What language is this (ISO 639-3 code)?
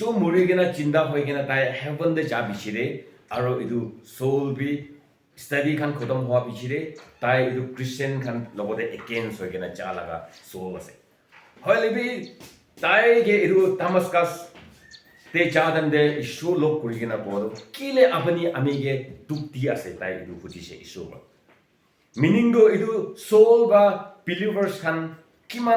nbe